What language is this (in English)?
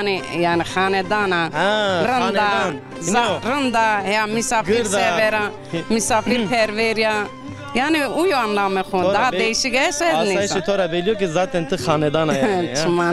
Zaza